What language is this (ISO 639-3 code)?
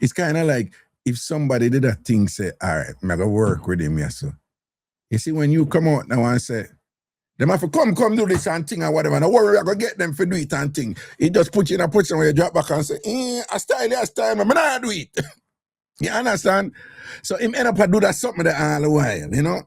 jam